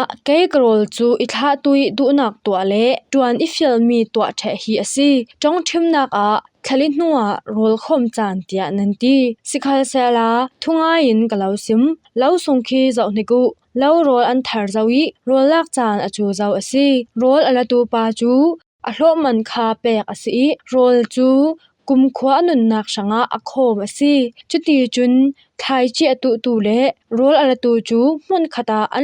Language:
Falam Chin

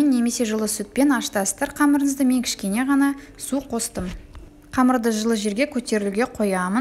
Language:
Kazakh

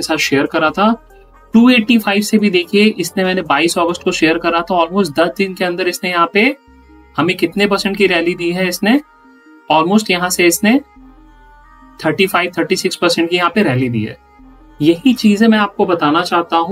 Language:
Hindi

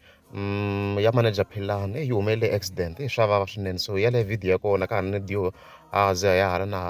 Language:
Tsonga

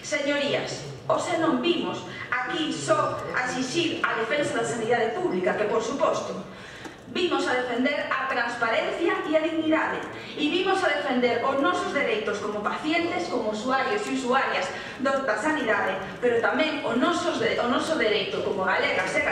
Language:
Galician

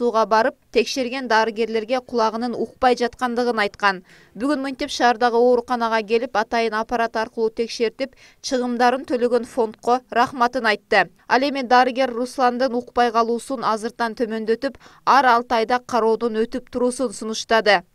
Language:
Kyrgyz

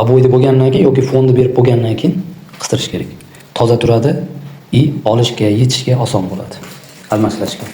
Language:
Uzbek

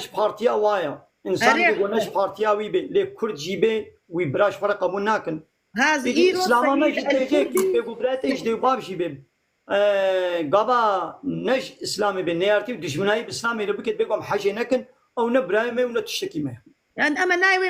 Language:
Kurdish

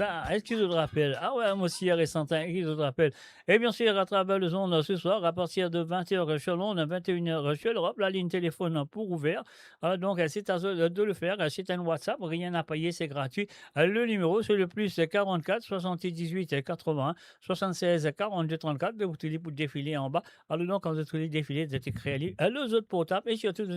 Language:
Morisyen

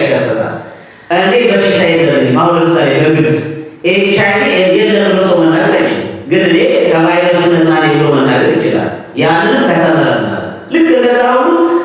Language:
Amharic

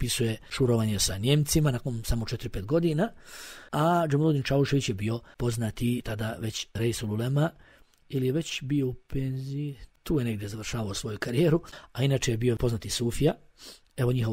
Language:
Bosnian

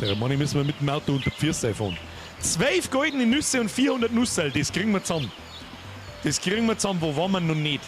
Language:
Bavarian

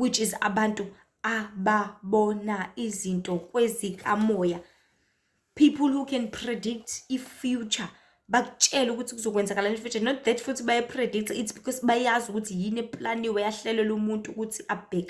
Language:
Zulu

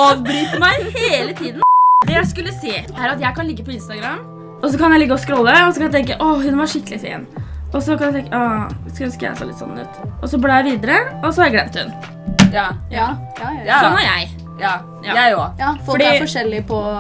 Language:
Norwegian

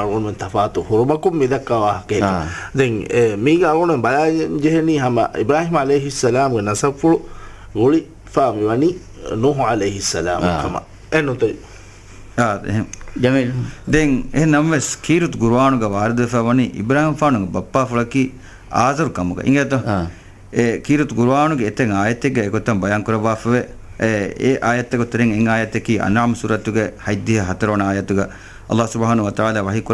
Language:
Divehi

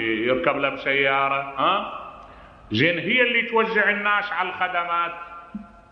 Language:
Mesopotamian Arabic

